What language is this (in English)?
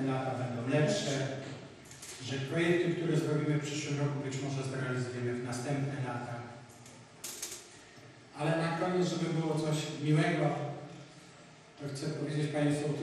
Polish